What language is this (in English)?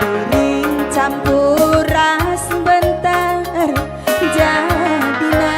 Batak Karo